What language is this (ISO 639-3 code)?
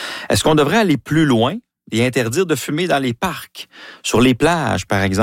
fra